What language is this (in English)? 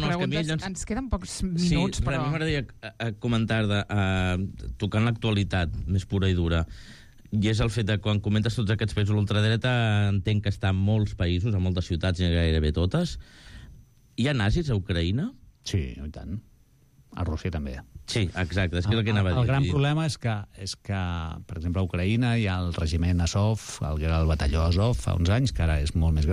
Catalan